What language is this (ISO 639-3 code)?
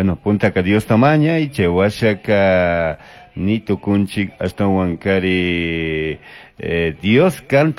qug